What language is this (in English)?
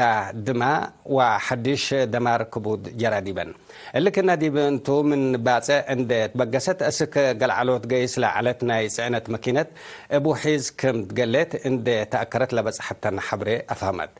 Tigre